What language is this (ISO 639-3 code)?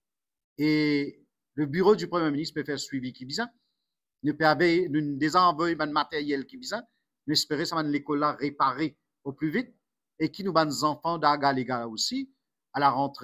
mfe